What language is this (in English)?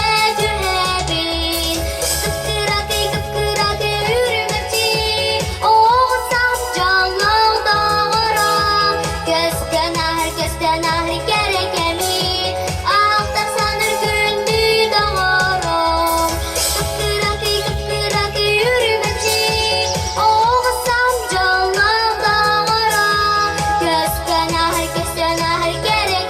Yakut